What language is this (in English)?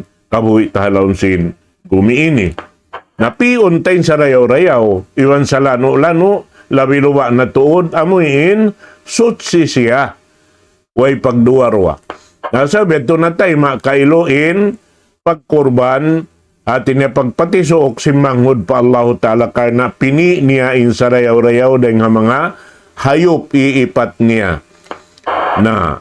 Tausug